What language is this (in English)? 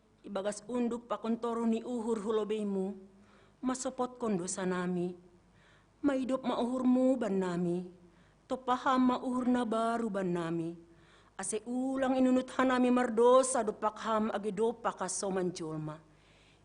Batak Simalungun